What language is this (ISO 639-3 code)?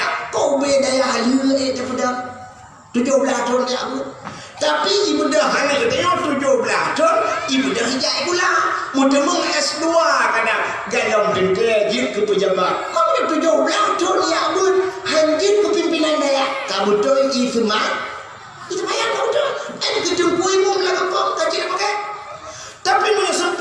ace